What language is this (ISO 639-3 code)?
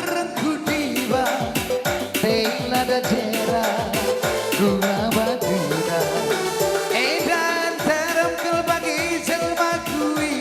btx